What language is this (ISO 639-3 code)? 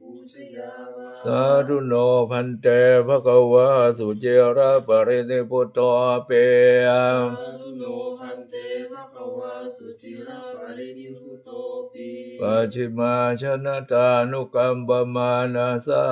pli